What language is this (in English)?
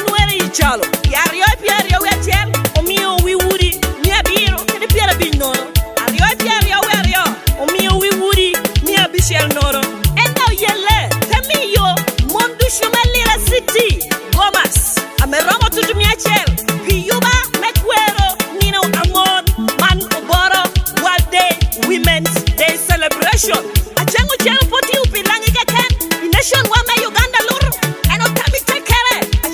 Lango (Uganda)